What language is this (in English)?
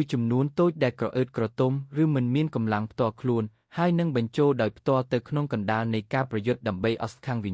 Khmer